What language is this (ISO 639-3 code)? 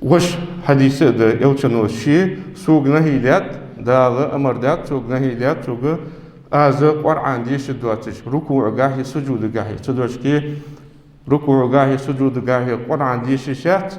inh